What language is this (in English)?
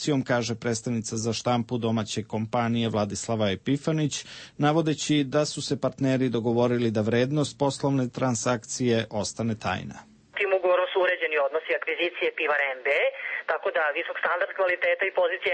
Serbian